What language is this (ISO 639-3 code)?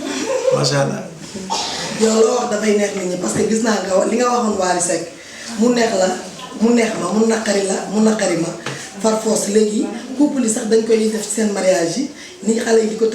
wol